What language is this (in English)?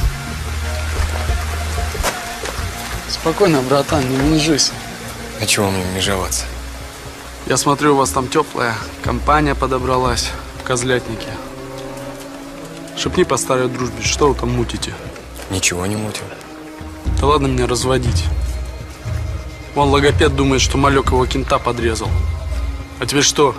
Russian